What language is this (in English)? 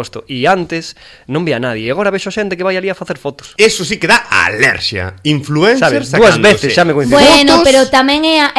Galician